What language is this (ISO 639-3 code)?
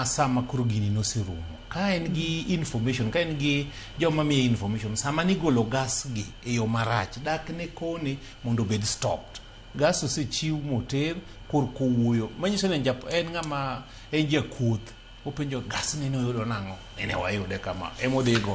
luo